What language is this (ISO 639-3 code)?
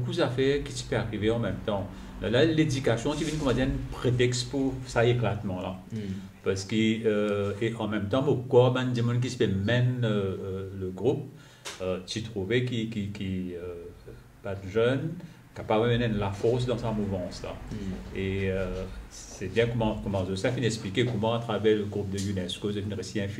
mfe